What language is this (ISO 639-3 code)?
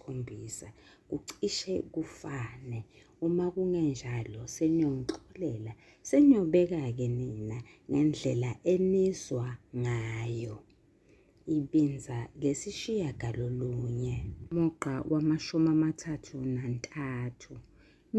zul